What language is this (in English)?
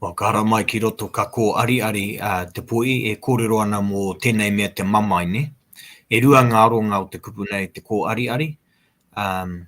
Māori